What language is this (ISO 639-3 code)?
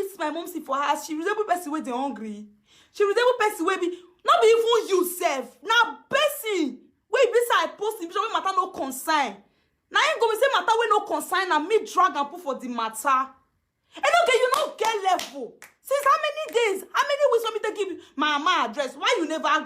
pcm